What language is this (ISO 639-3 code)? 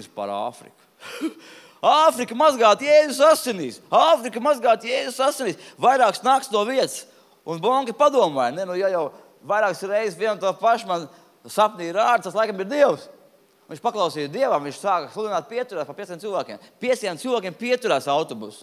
lav